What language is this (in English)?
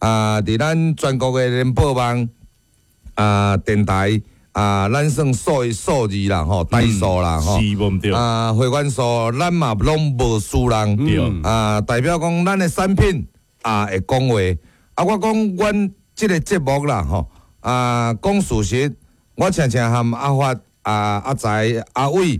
Min Nan Chinese